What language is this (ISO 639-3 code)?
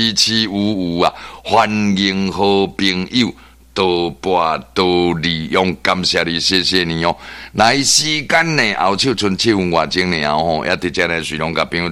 nan